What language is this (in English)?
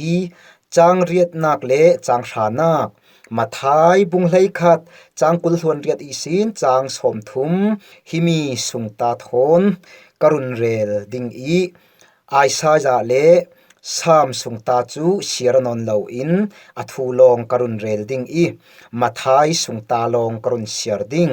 Falam Chin